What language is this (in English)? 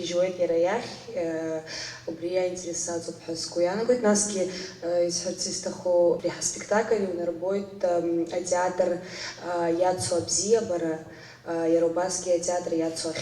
Abkhazian